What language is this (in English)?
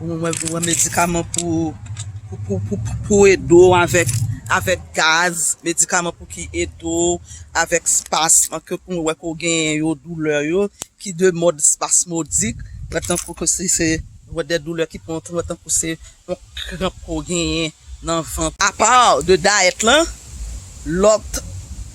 Haitian Creole